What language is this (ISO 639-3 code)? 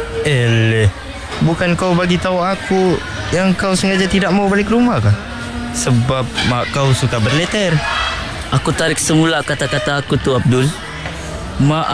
msa